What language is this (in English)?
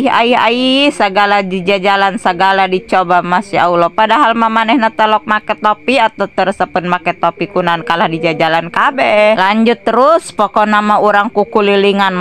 Sundanese